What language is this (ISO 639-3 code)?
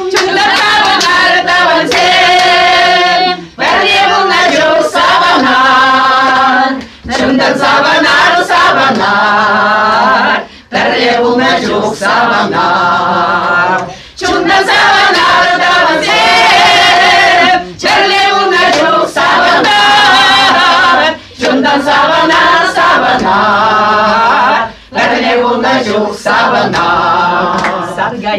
chv